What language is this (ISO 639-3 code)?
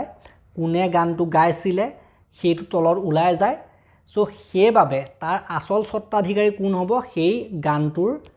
asm